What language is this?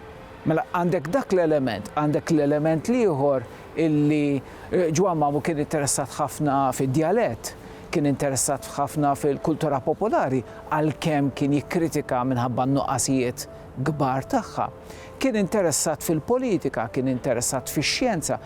Maltese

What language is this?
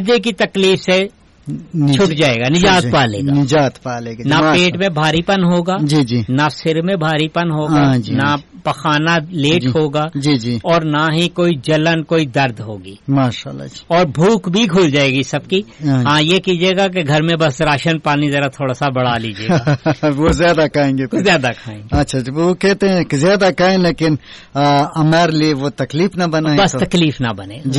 Urdu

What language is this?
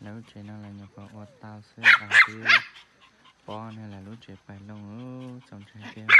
Hmong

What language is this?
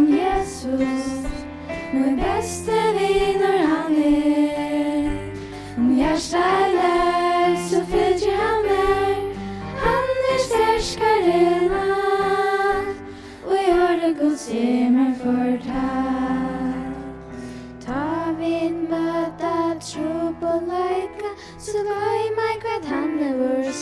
Faroese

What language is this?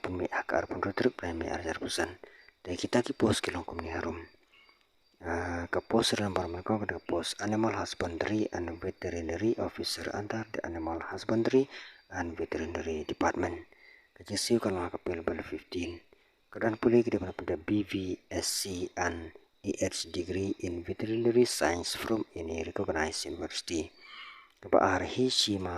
Khasi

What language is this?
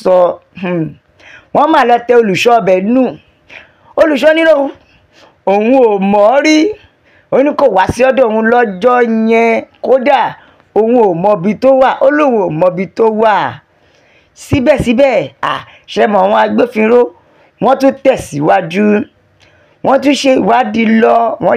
Yoruba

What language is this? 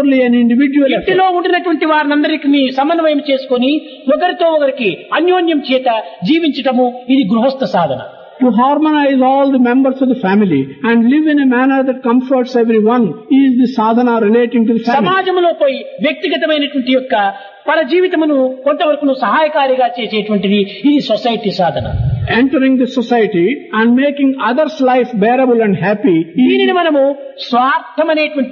Telugu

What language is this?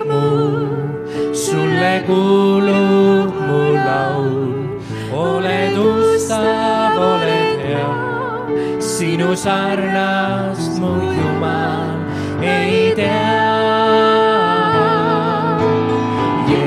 Estonian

